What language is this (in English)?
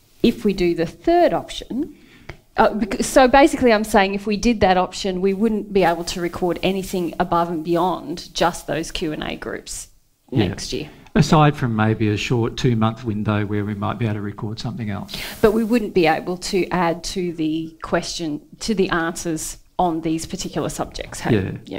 English